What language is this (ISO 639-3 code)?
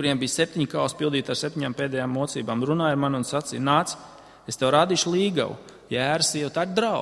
lav